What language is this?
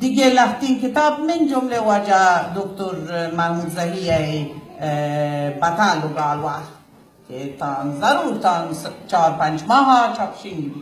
Baluchi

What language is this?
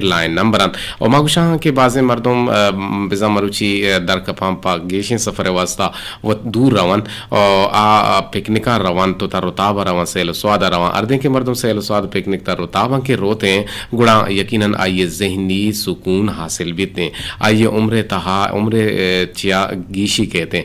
Eastern Balochi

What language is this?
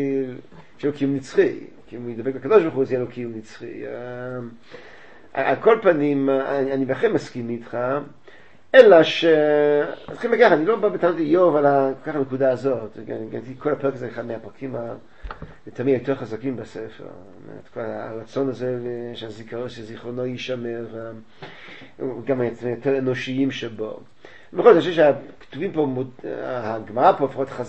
Hebrew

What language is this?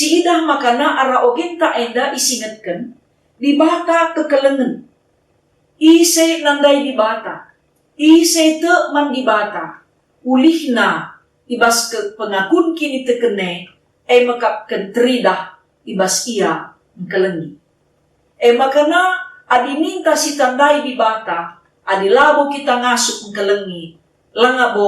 Batak Karo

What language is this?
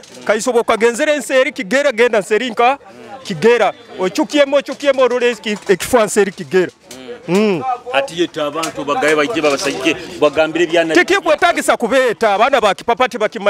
Nyoro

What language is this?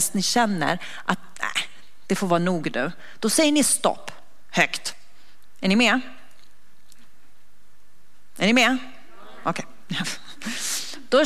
Swedish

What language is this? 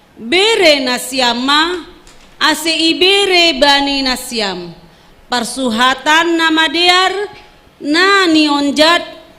Batak Simalungun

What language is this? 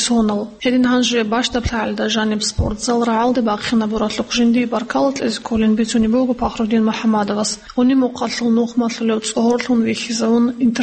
Avaric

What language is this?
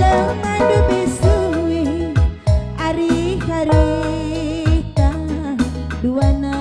Batak Karo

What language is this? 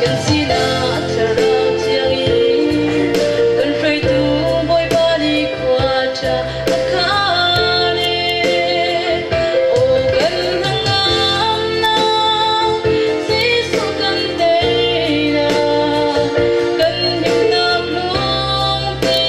Hakha Chin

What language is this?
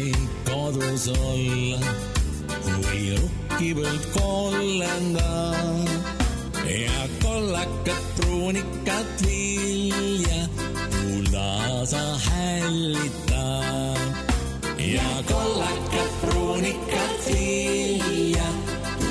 Estonian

